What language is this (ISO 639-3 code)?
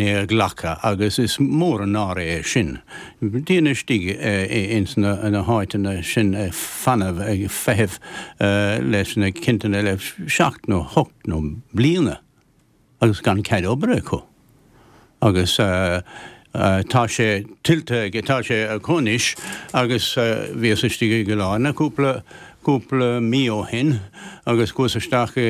gle